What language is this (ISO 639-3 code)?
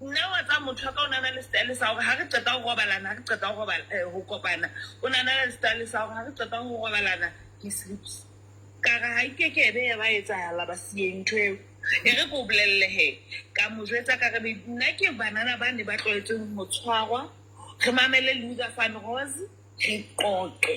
sot